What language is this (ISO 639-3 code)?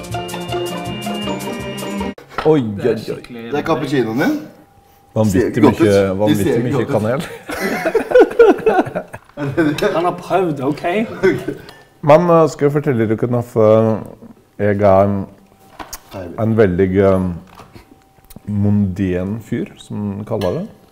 nor